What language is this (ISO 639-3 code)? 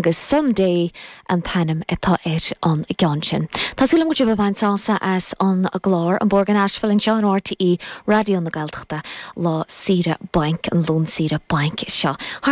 gle